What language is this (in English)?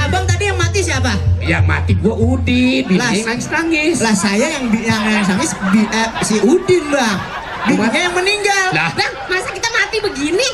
Betawi